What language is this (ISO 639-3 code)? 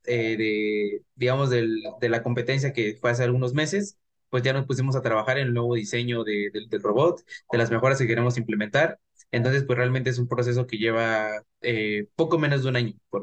spa